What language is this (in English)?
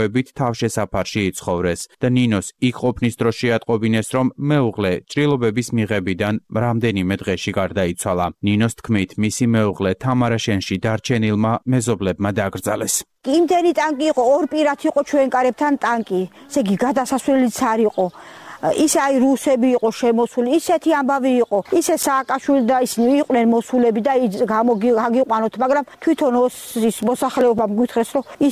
Georgian